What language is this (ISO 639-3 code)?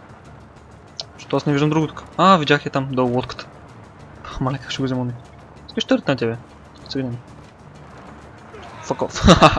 bul